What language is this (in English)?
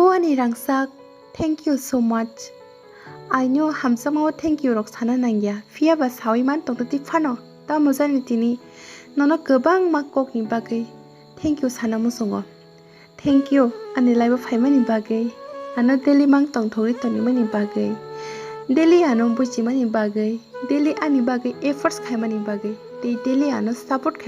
Kok Borok